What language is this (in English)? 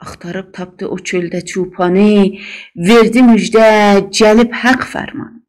South Azerbaijani